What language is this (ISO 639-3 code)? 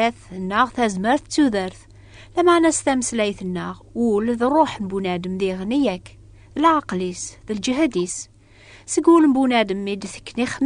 kab